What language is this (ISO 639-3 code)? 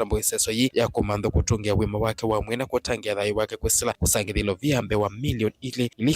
kam